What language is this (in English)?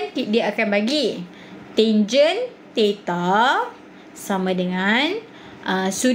Malay